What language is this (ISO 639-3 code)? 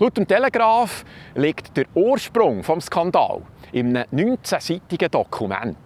gsw